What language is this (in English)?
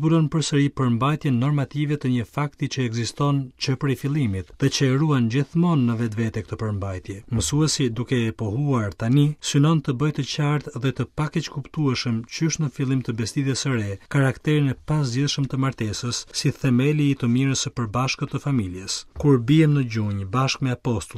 Albanian